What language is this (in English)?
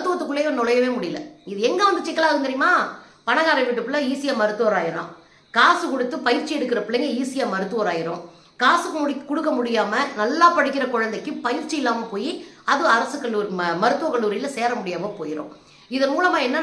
Tamil